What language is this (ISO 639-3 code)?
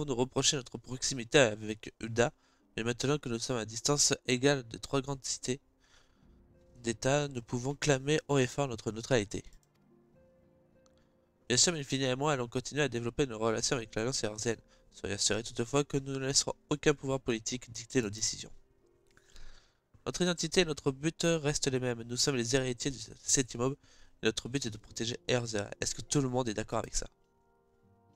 fra